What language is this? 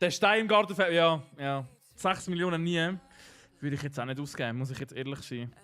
Swiss German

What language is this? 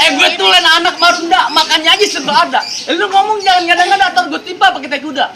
Betawi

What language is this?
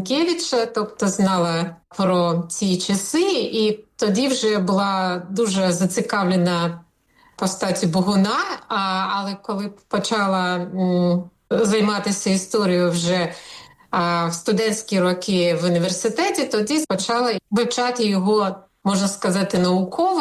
Ukrainian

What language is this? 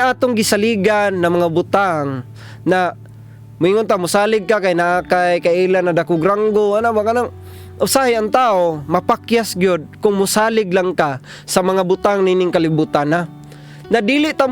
Cebuano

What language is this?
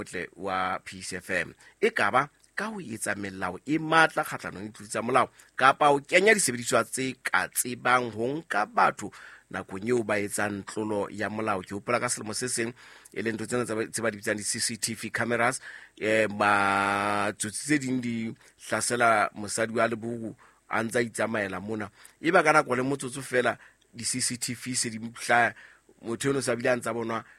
Southern Sotho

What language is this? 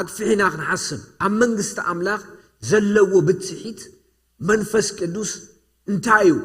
Tigrinya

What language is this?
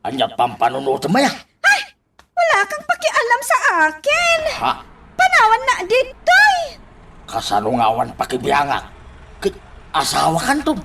Iloko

